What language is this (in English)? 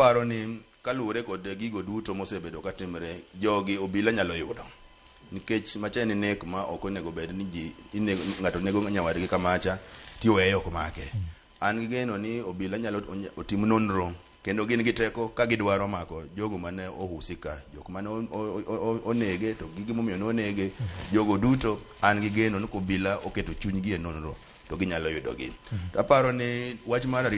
Luo (Kenya and Tanzania)